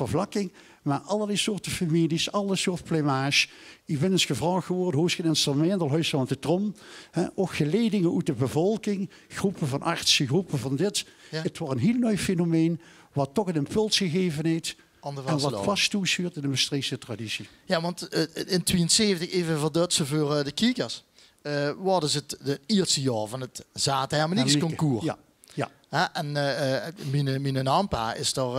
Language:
Limburgish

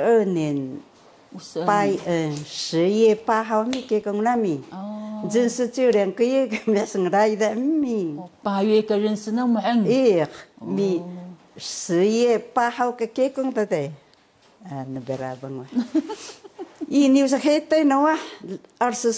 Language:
Taroko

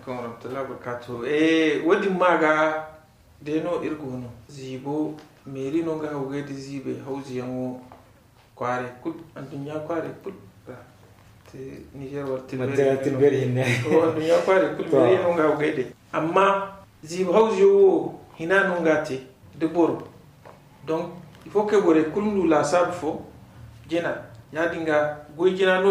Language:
Zarma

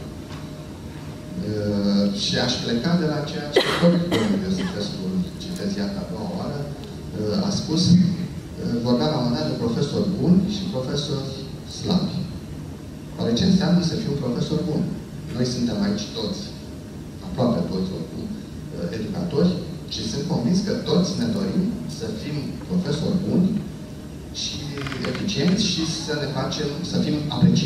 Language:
Romanian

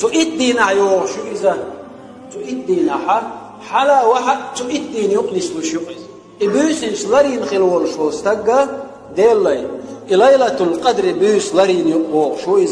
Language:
Chechen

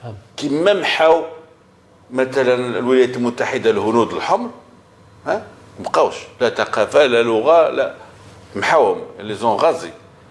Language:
Moroccan Arabic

